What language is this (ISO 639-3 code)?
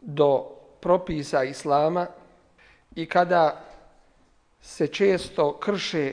bos